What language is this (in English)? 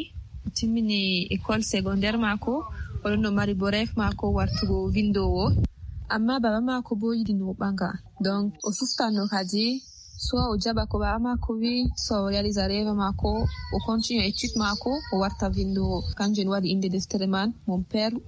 Fula